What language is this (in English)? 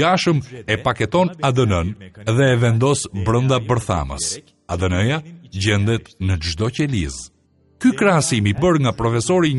Albanian